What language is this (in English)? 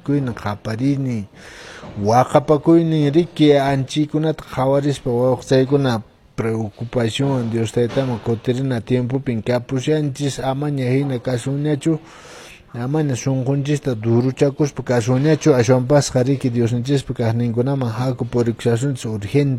Quechua